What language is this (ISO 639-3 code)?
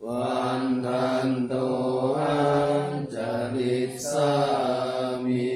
pli